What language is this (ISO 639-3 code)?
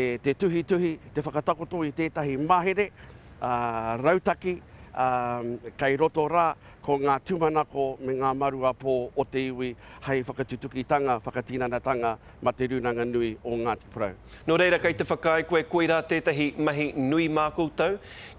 mri